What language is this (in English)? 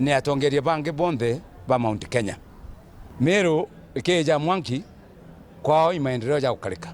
Meru